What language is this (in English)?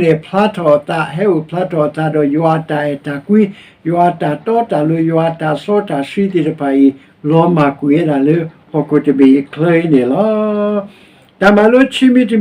S'gaw Karen